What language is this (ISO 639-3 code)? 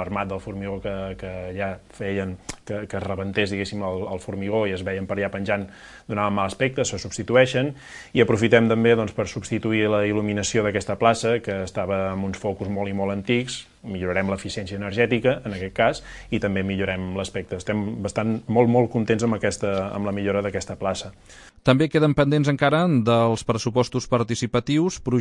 cat